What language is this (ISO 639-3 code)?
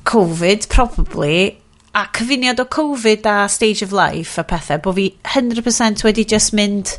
cym